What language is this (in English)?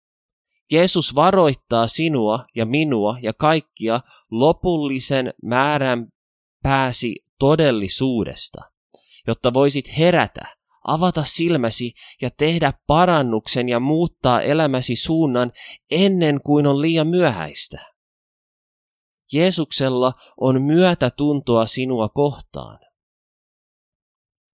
Finnish